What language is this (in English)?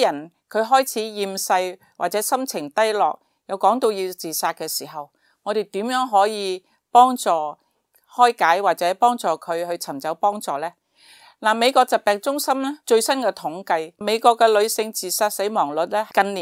Cantonese